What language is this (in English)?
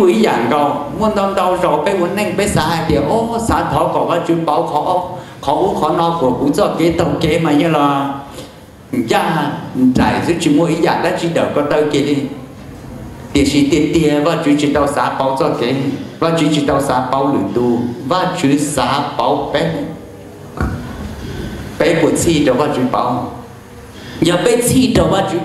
Vietnamese